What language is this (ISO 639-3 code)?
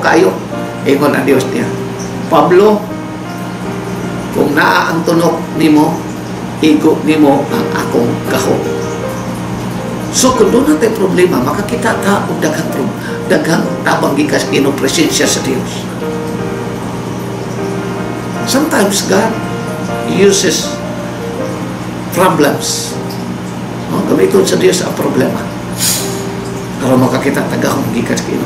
ceb